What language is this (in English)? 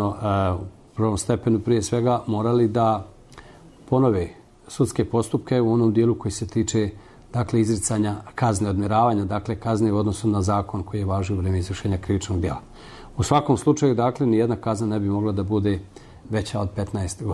Bosnian